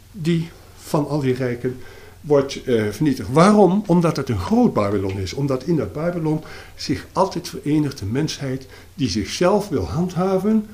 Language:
Dutch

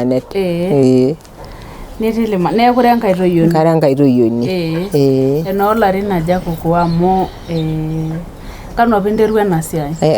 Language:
Masai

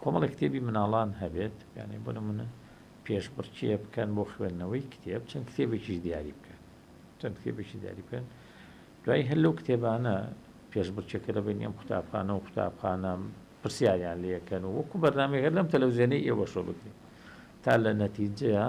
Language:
Central Kurdish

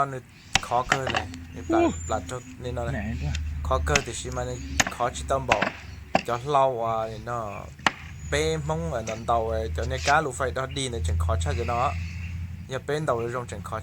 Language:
Hmong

